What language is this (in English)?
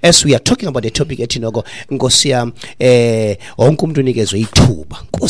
Xhosa